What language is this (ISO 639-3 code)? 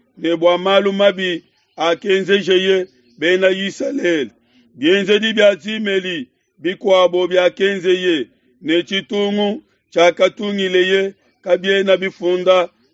lua